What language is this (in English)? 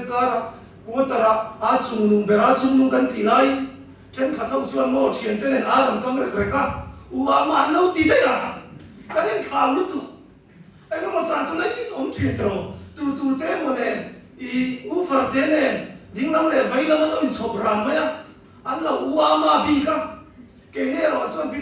Mizo